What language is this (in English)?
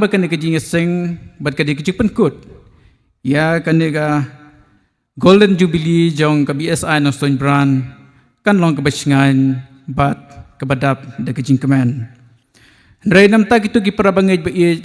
Khasi